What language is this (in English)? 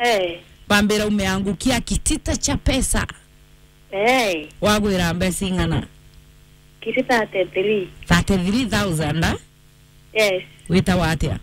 Meru